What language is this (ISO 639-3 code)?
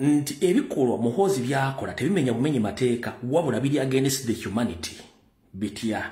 lug